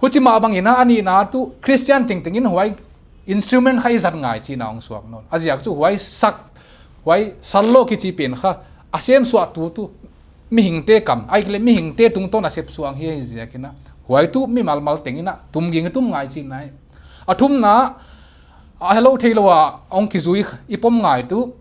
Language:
Paite Chin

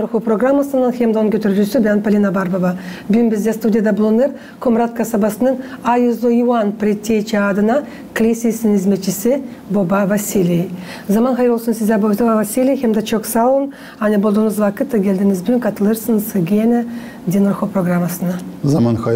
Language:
Gagauz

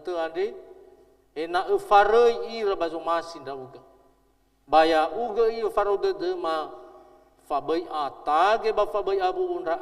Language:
Nias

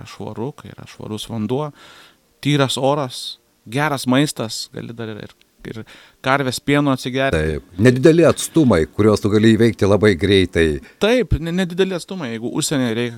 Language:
Lithuanian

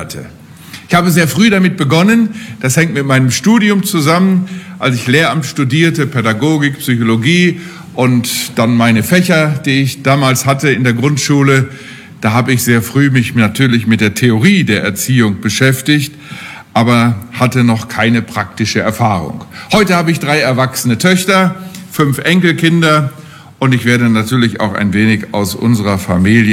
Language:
German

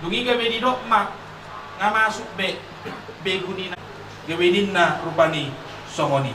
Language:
Batak Toba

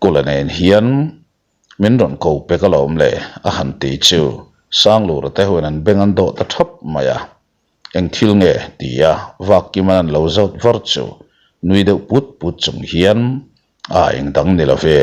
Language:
Mizo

